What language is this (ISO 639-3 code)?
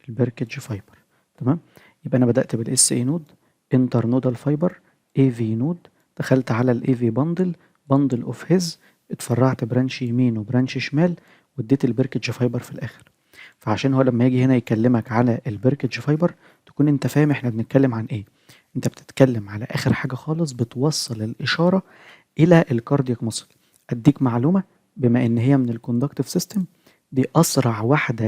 arz